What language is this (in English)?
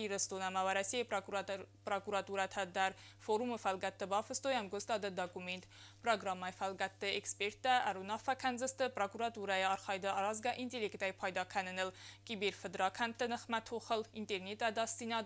Ossetic